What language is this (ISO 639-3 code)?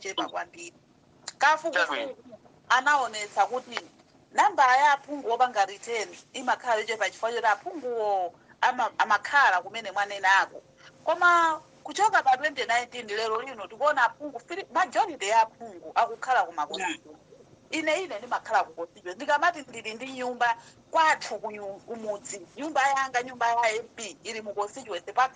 nya